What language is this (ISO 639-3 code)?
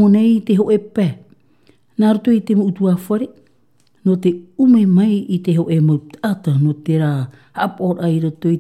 tah